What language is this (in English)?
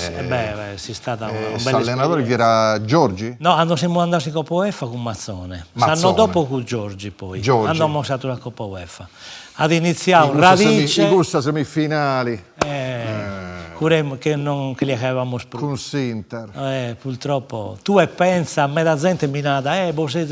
Sardinian